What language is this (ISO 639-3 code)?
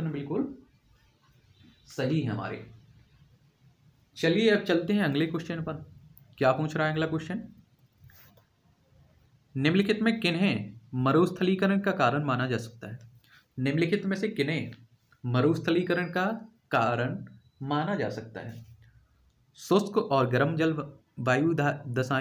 hin